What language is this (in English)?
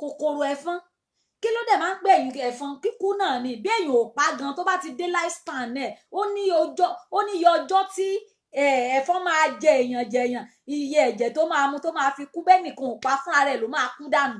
Yoruba